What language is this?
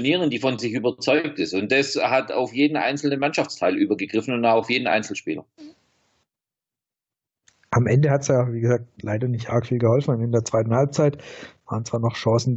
German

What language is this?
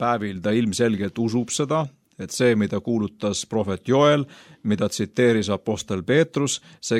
Estonian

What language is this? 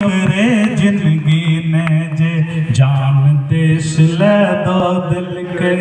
Maithili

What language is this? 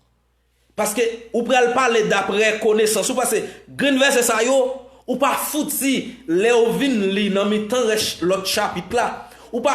Haitian Creole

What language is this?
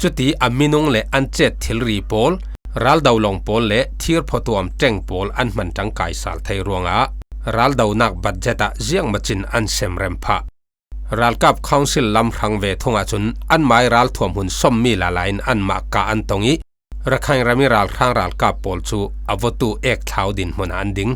Falam Chin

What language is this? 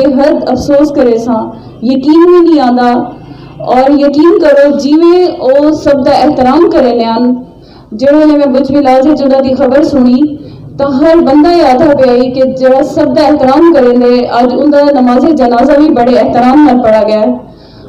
Saraiki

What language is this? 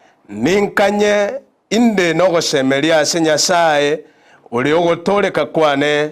Gusii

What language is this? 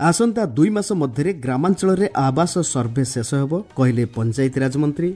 Odia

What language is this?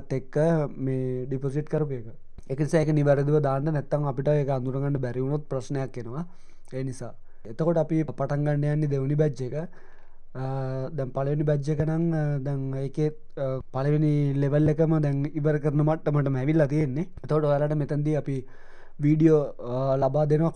Sinhala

